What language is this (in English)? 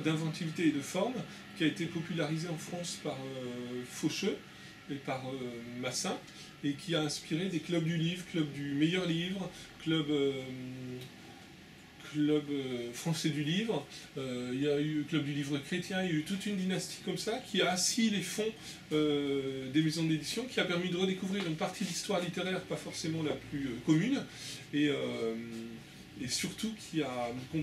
French